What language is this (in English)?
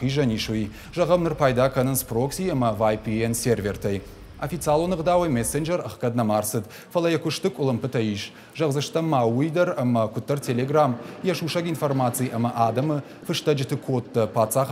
Ossetic